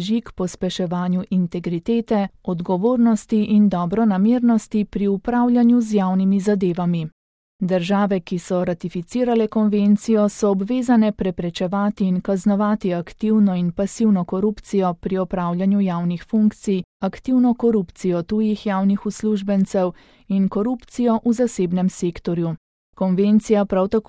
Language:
Slovenian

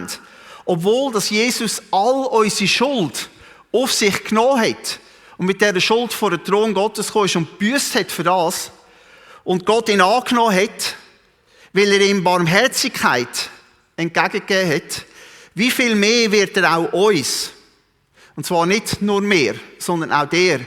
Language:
Swiss German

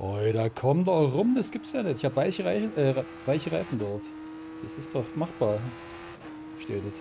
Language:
Bavarian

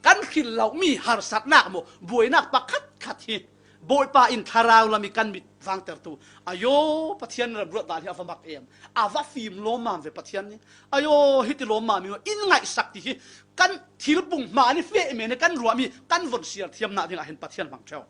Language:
Falam Chin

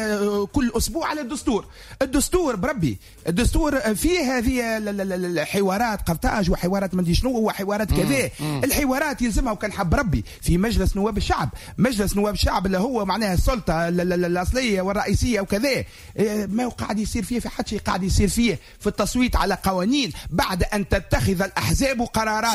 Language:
Tunisian Arabic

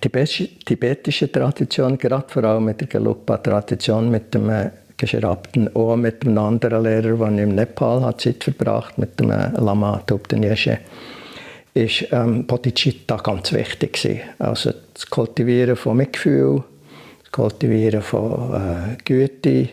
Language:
Swiss German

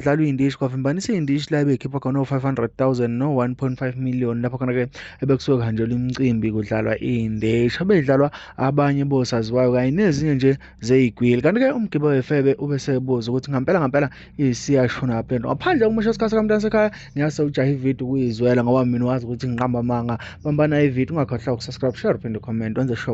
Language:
Zulu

